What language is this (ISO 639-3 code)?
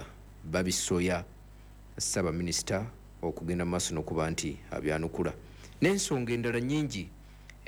lug